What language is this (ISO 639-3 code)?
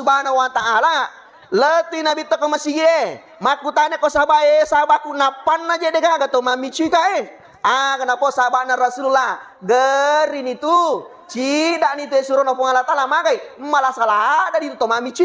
bug